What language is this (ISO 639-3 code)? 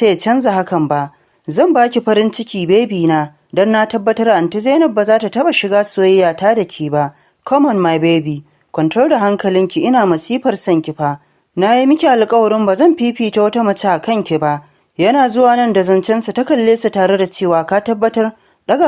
hau